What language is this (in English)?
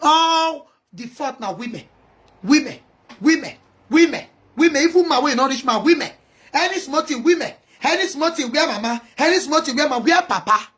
Nigerian Pidgin